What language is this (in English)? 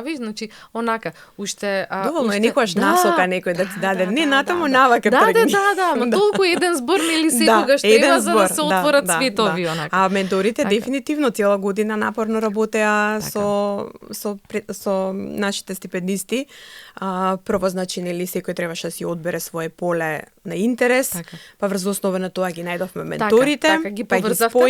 Macedonian